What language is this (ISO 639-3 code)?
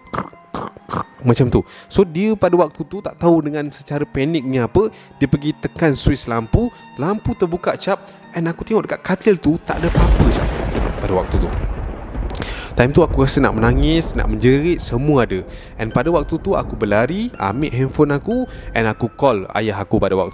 msa